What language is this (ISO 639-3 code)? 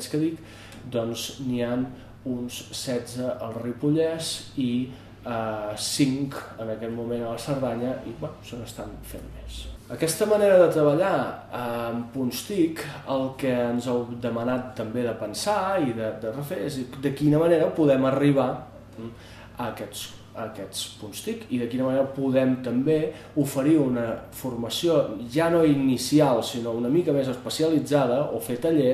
cat